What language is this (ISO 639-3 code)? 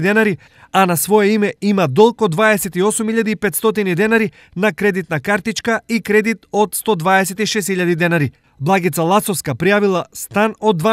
mkd